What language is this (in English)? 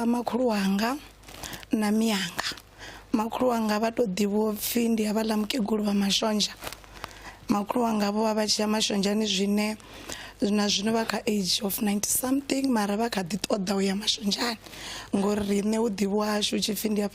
Venda